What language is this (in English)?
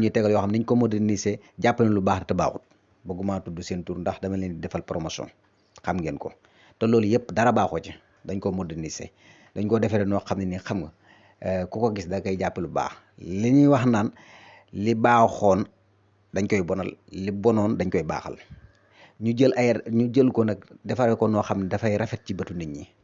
Wolof